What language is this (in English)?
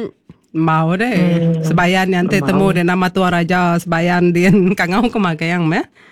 Iban